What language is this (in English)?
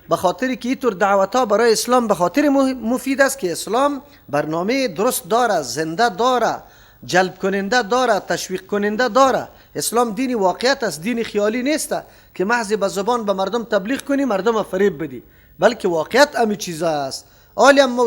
Persian